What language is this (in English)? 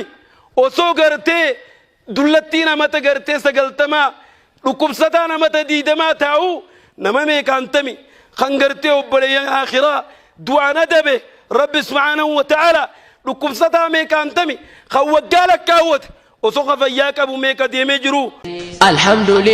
Oromo